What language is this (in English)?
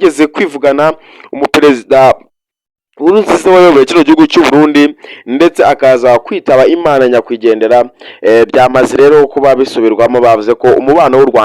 Kinyarwanda